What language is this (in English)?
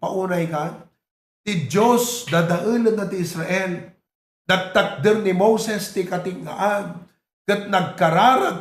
Iloko